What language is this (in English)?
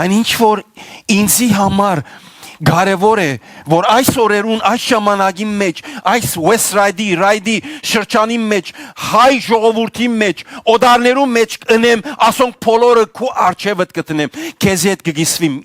Western Armenian